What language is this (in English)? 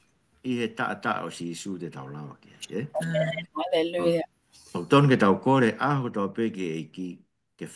Tongan